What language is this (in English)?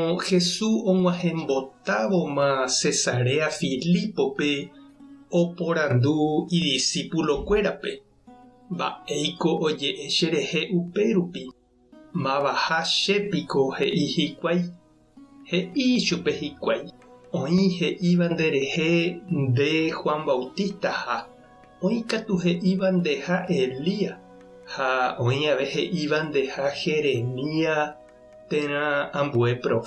Guarani